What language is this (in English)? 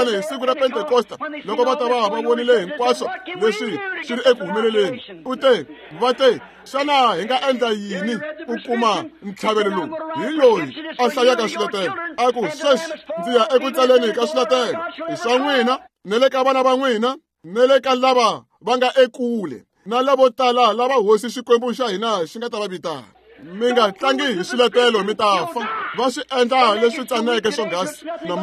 Tsonga